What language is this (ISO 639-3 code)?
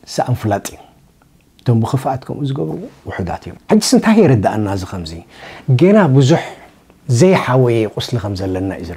tir